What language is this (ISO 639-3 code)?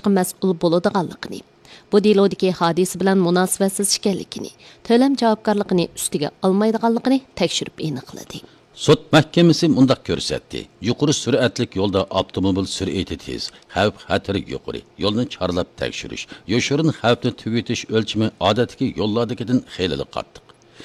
uig